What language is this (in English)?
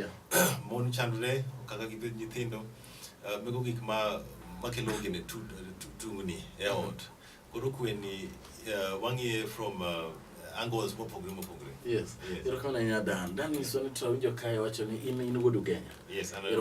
Luo (Kenya and Tanzania)